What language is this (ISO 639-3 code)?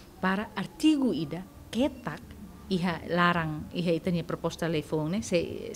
tet